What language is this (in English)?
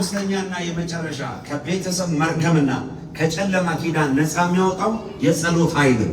Amharic